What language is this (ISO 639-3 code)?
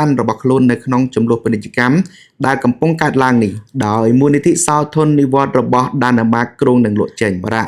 khm